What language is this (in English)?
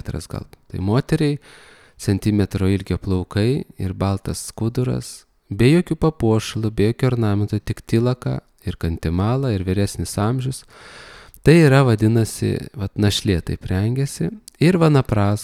Lithuanian